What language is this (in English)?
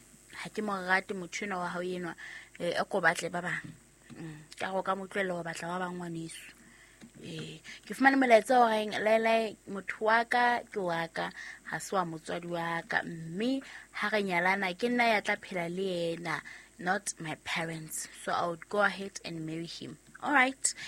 Southern Sotho